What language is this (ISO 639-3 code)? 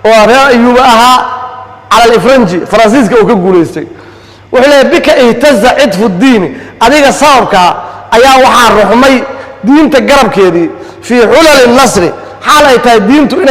som